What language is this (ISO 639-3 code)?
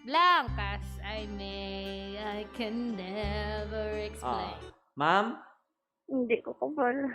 hil